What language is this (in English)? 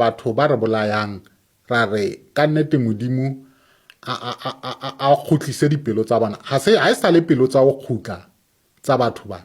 Southern Sotho